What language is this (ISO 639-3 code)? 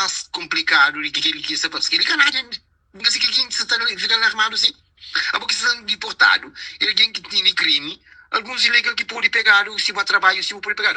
kea